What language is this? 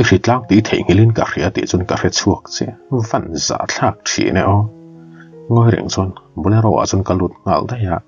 Mizo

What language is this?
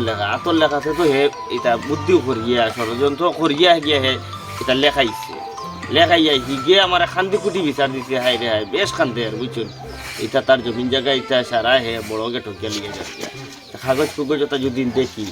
Sylheti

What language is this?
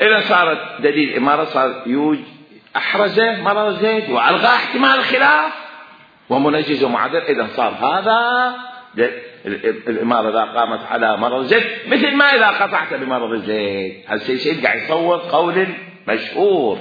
Mesopotamian Arabic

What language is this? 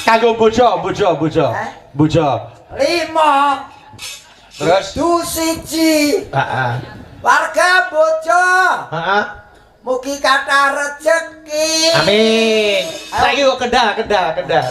Javanese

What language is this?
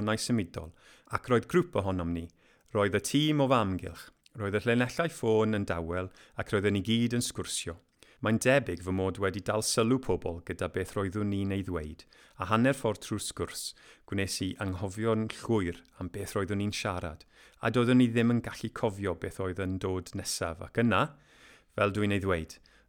Welsh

